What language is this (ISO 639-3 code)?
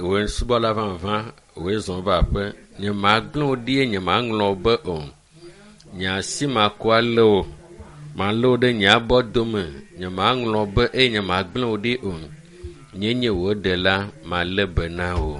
ewe